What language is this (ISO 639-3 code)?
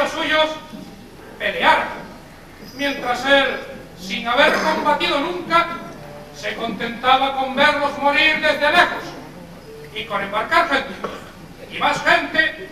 spa